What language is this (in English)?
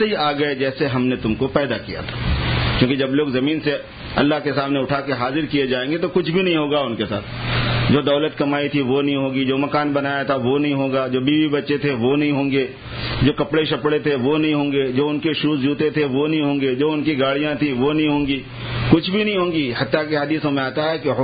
Urdu